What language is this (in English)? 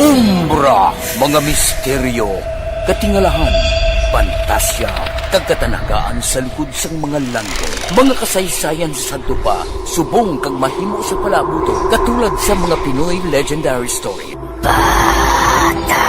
Hiligaynon